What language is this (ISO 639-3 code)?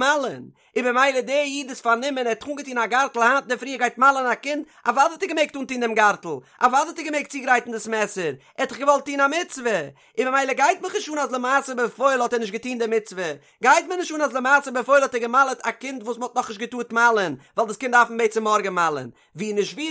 yid